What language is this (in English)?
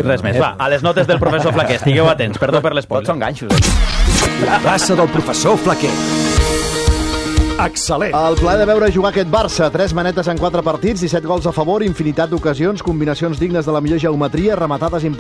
Catalan